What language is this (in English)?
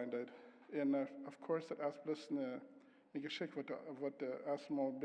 Plautdietsch